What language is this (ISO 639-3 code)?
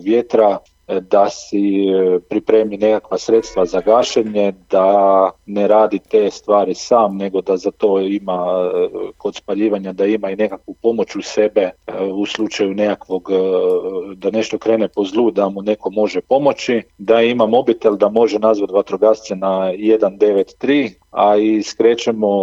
srp